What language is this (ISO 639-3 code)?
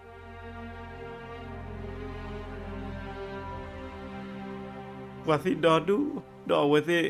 ksw